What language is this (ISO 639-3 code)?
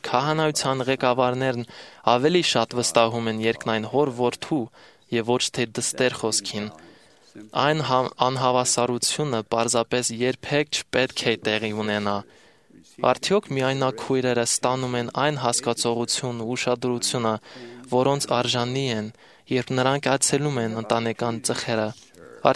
hye